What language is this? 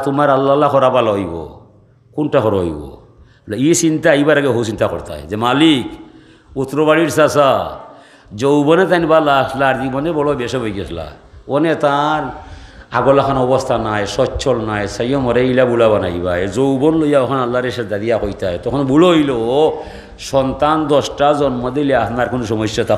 Sylheti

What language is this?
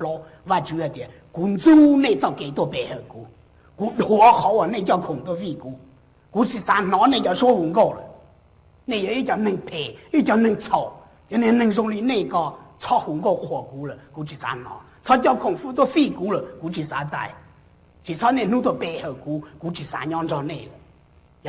Hmong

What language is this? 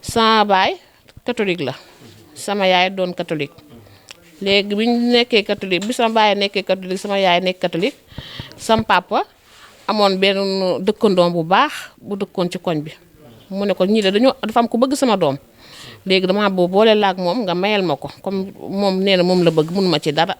Wolof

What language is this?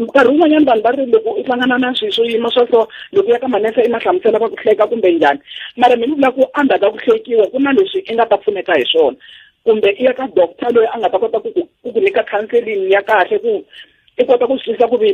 Tsonga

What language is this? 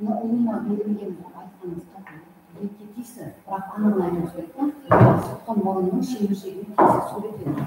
Kara-Kalpak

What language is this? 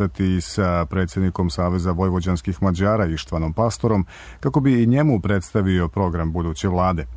Serbian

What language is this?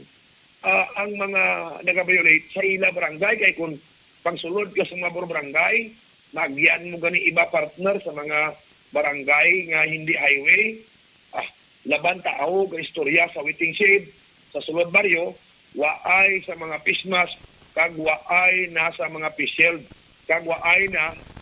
Hiligaynon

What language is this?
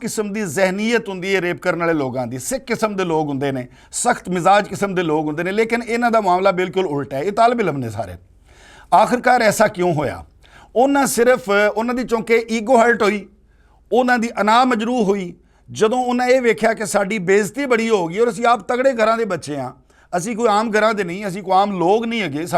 Western Panjabi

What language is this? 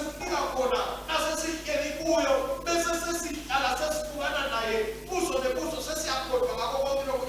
Swati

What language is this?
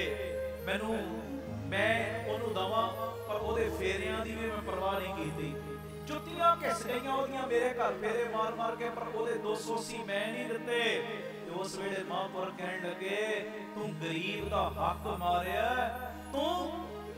Punjabi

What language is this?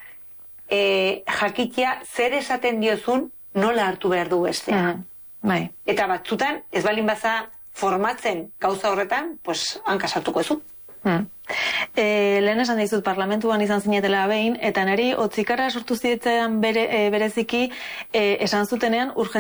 Basque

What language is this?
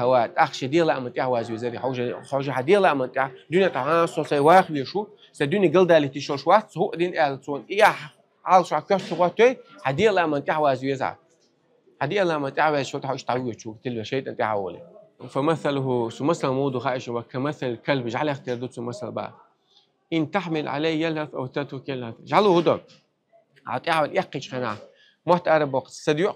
Chechen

